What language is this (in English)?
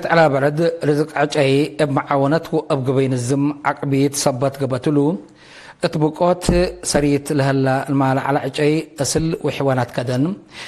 Tigre